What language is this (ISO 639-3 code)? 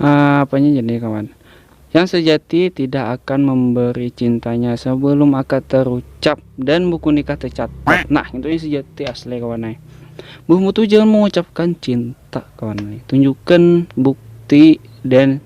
bjn